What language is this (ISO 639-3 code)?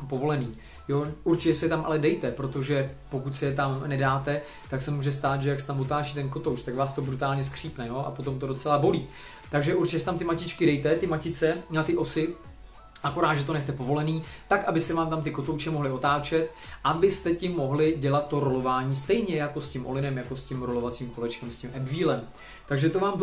ces